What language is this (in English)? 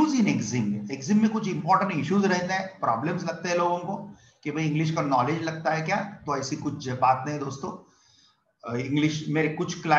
Hindi